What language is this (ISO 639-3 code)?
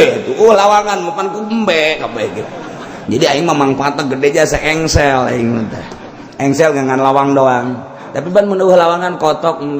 sun